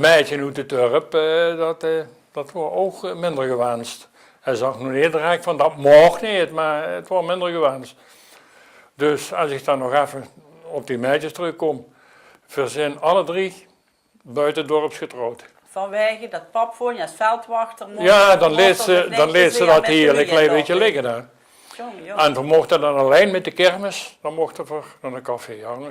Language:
Limburgish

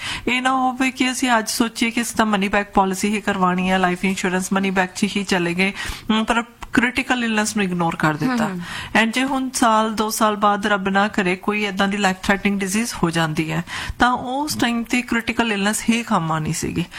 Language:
Punjabi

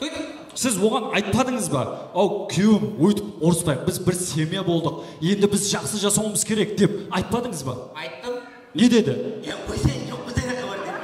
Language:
Kara-Kalpak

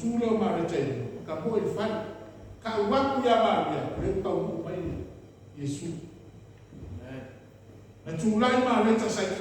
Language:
Samoan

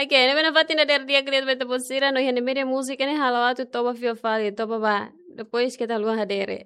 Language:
Tetum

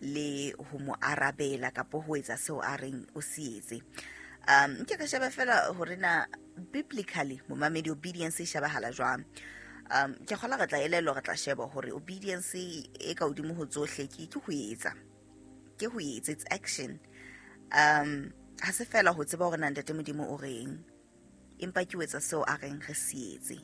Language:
Southern Sotho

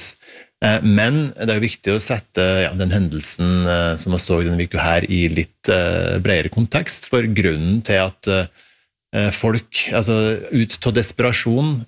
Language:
Norwegian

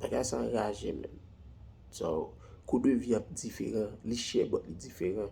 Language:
Haitian Creole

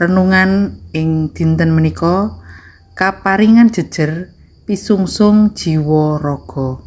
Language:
Javanese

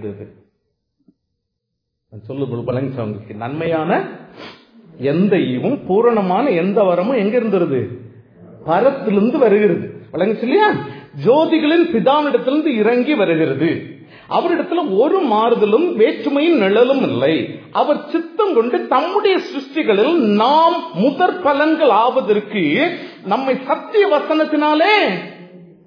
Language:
Tamil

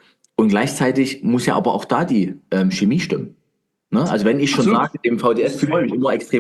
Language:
German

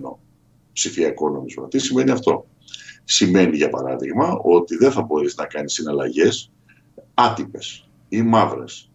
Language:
Greek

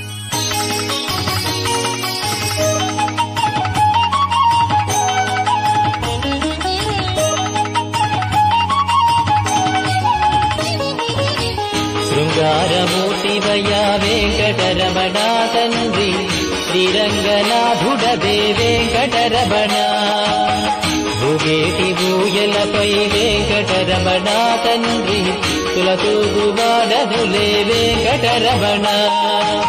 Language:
Telugu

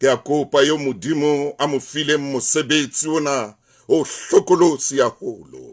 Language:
Southern Sotho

